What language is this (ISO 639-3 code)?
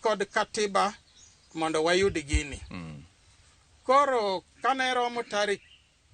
luo